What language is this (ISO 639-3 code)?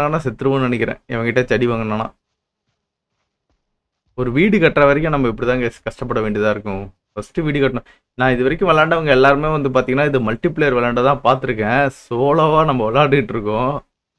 tam